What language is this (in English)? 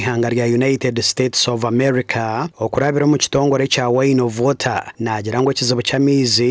Nyankole